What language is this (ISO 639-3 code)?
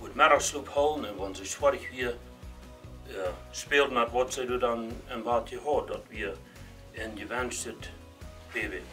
pdt